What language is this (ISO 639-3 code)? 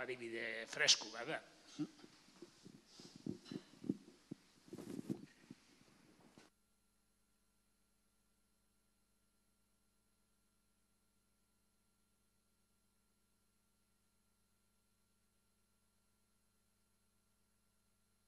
eus